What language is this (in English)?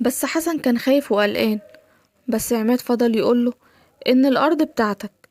Egyptian Arabic